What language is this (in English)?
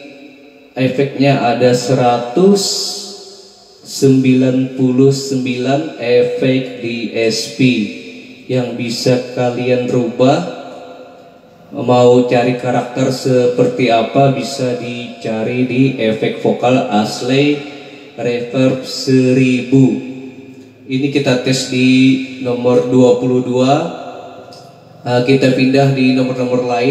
Indonesian